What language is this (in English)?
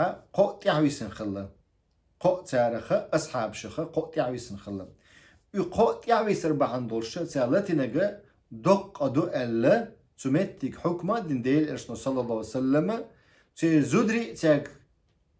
Chechen